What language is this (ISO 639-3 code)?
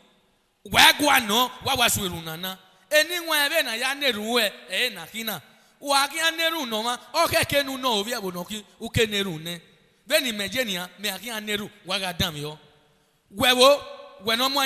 bin